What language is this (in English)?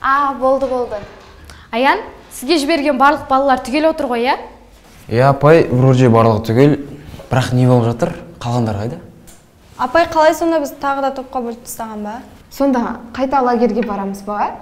Kazakh